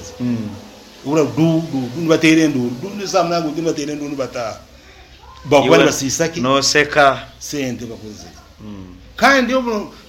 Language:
Nyankole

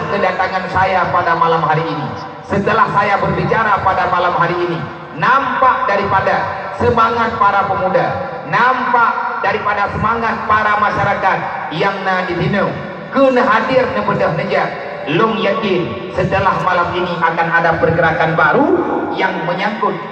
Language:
Achinese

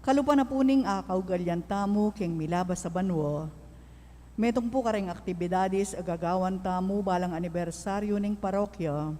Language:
Pampanga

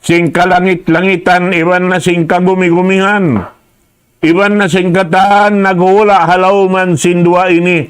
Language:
Tausug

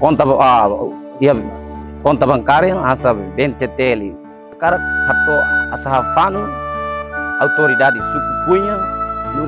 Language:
Tetum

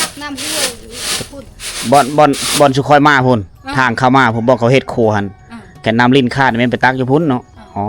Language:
Lao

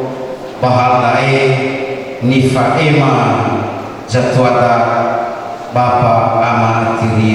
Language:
Nias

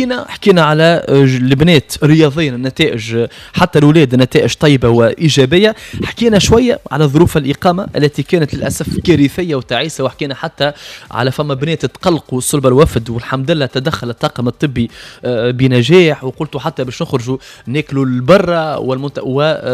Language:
Tunisian Arabic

